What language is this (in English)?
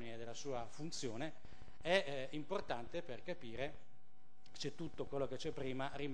Italian